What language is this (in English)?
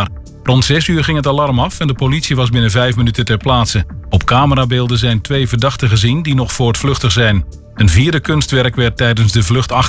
Dutch